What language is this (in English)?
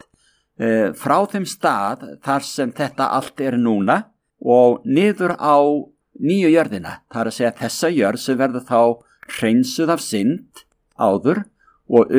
Icelandic